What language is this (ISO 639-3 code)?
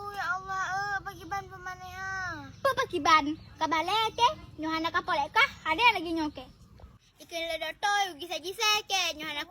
ace